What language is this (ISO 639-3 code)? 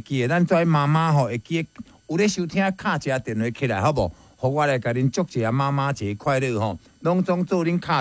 nan